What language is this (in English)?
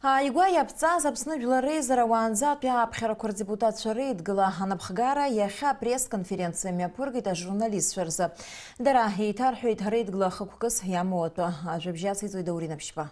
Abkhazian